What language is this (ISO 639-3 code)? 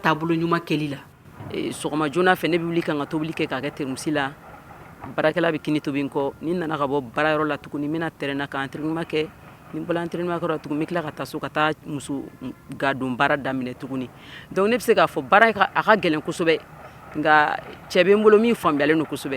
bam